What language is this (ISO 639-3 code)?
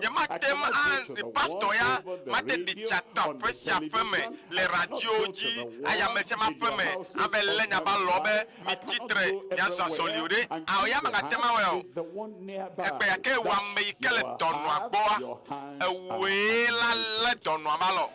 ewe